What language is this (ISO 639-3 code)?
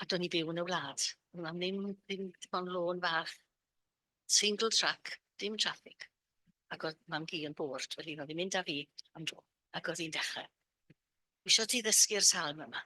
cym